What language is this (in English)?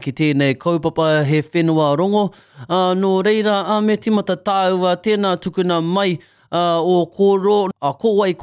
Māori